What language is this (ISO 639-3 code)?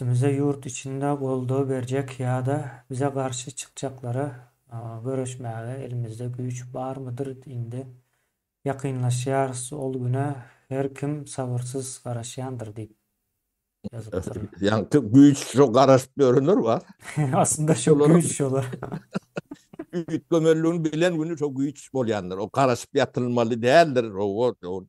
tuk